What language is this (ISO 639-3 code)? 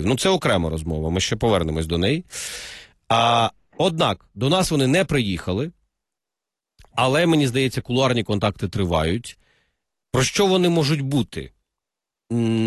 ukr